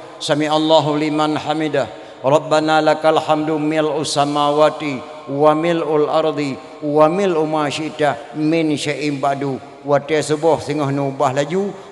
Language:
Achinese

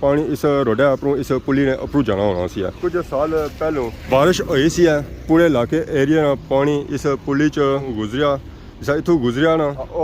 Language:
Pahari-Potwari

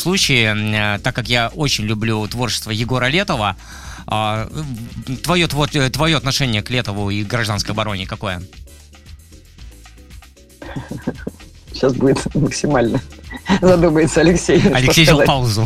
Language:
Russian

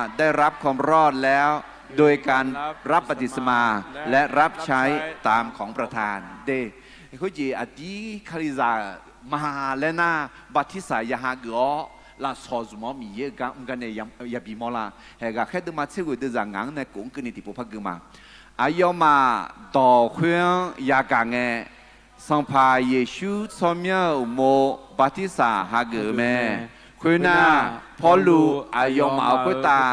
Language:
Akha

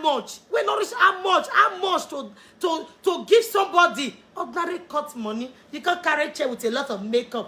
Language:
Nigerian Pidgin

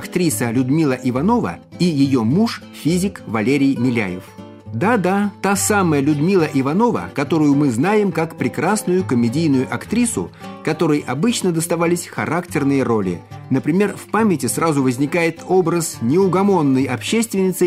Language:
Russian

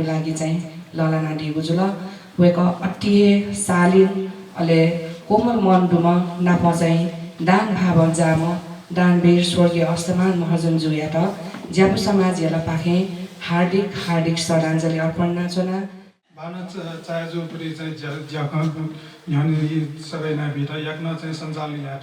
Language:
Newari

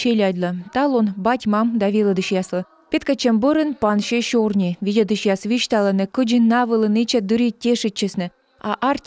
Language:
Komi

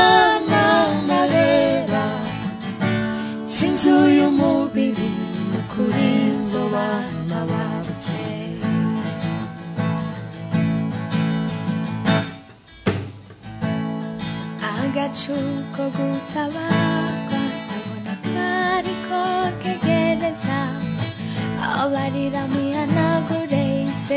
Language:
Rundi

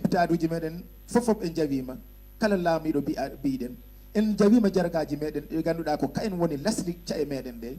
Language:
Fula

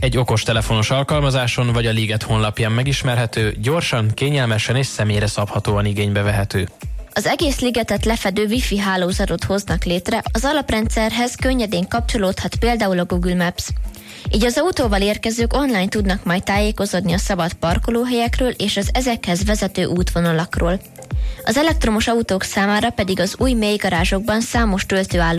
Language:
Hungarian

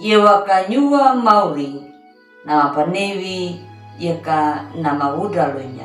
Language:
Anakalangu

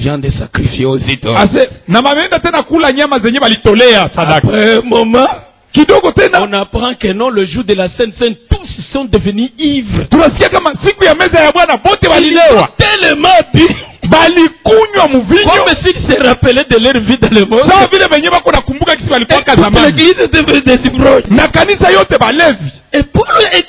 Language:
Swahili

